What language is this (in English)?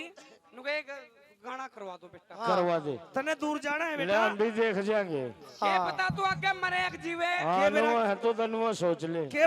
Haryanvi